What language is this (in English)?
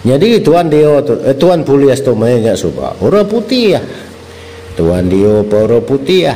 Iban